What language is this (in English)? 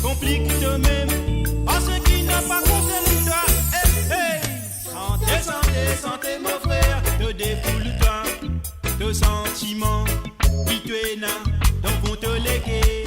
Morisyen